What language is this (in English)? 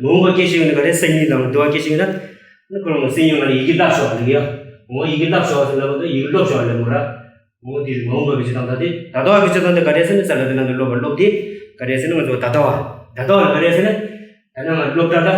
Tibetan